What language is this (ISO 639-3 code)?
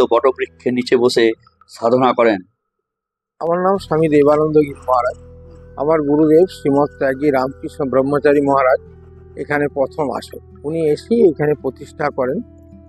ben